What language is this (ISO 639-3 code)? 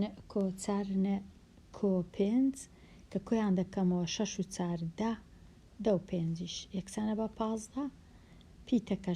ckb